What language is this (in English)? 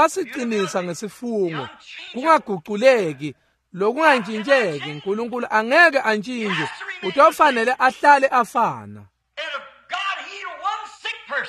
Swati